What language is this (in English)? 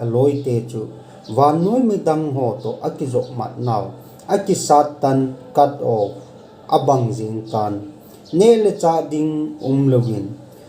Thado Chin